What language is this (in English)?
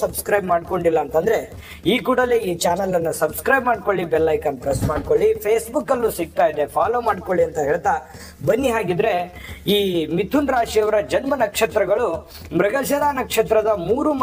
Kannada